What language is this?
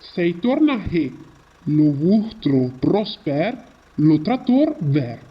Arpitan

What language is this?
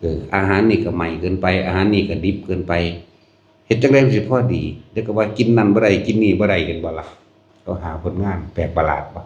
Northeastern Thai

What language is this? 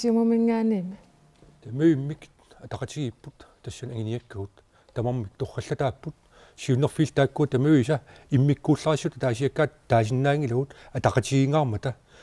Kalaallisut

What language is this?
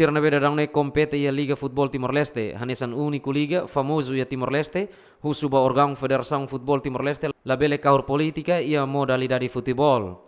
Tetum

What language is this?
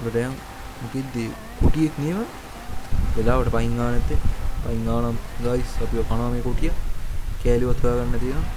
Sinhala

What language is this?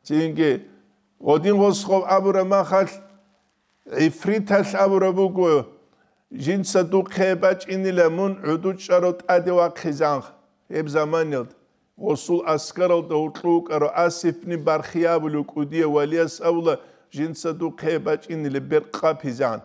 Avaric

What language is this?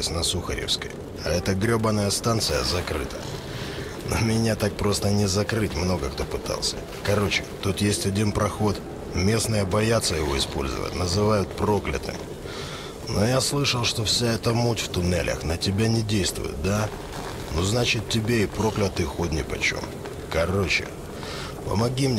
Russian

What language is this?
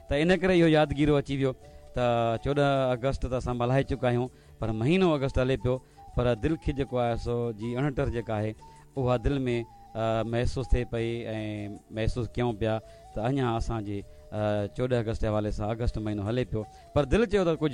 Sindhi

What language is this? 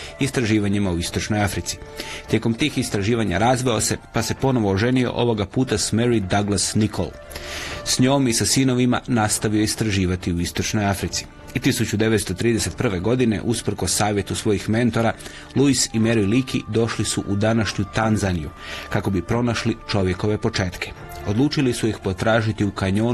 Croatian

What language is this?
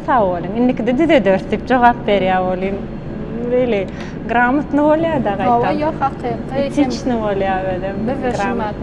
Turkmen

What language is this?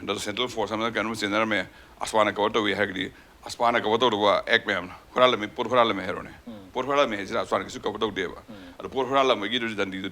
Manipuri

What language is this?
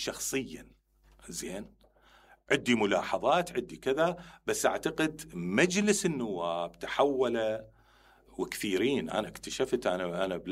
Mesopotamian Arabic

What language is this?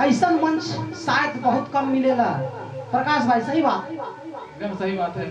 Sadri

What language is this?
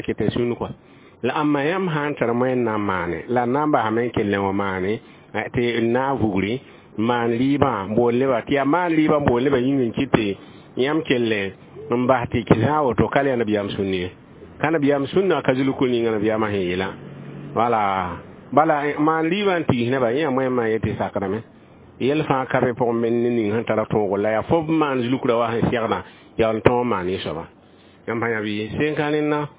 Mossi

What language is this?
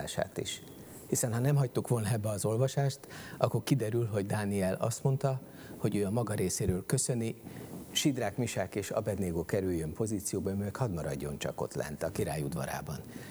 Hungarian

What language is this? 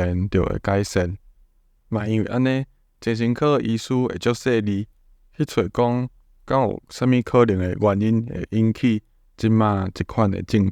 Min Nan Chinese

